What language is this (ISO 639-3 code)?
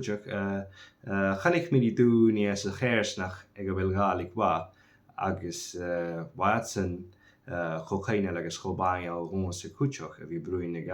gla